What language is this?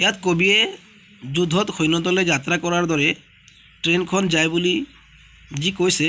Assamese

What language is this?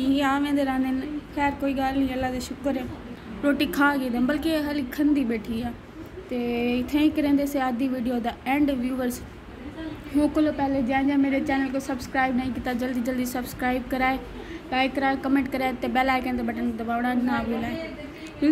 Saraiki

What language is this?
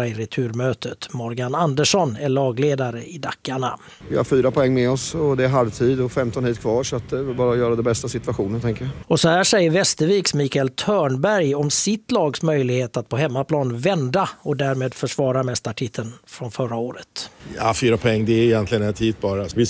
Swedish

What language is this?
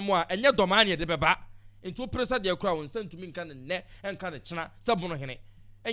Akan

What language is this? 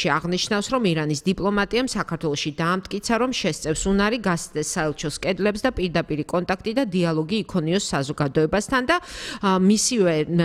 Georgian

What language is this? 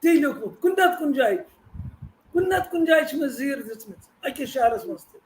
Kashmiri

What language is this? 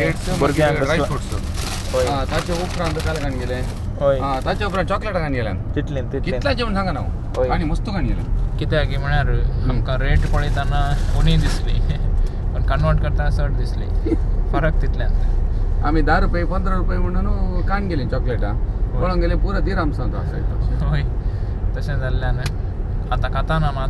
Konkani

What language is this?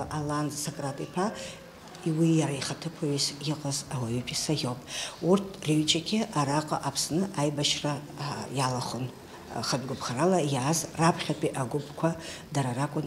Abkhazian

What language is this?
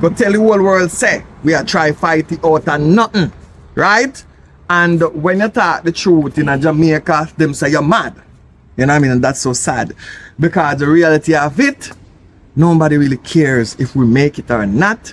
Jamaican Creole English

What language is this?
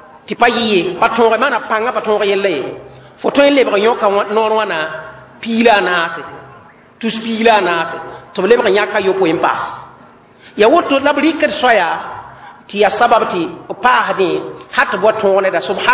Mossi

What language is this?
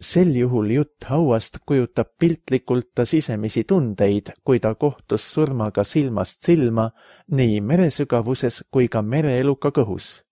Estonian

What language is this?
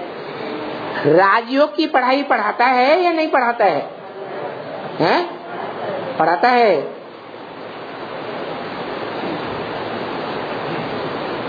Hindi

